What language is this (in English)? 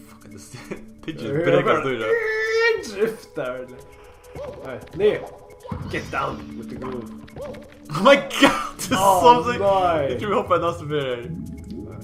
Faroese